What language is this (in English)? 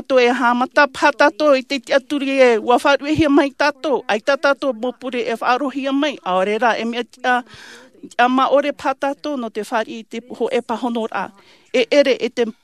Tahitian